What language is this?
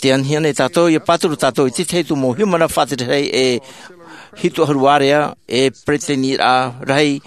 Tahitian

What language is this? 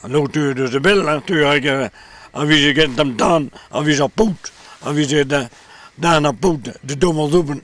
Breton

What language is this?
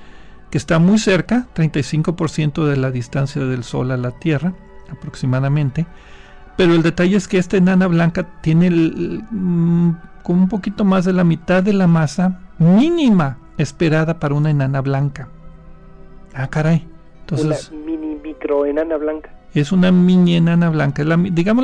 Spanish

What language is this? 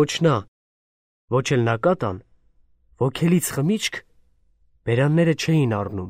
Armenian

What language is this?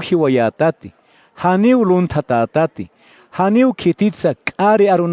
Aymara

